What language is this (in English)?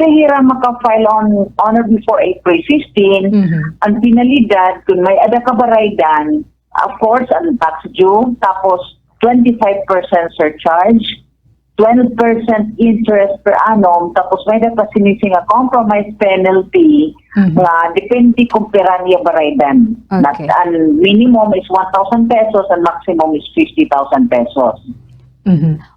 Waray